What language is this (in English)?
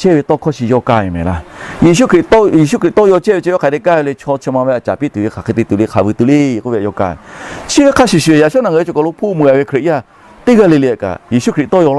Lahu